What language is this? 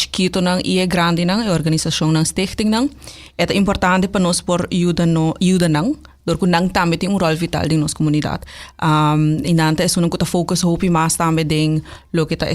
Papiamento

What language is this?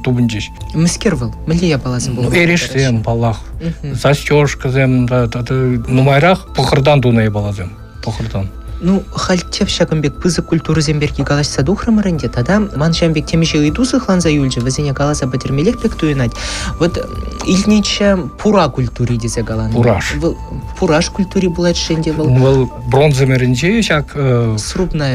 Chuvash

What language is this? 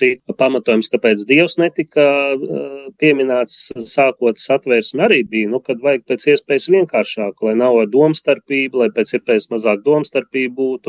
Latvian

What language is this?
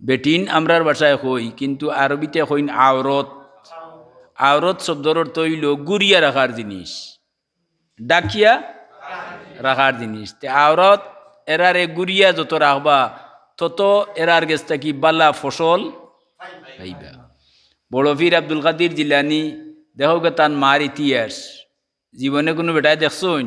Sylheti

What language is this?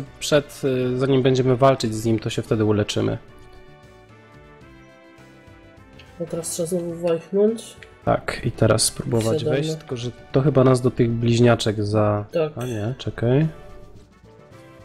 Polish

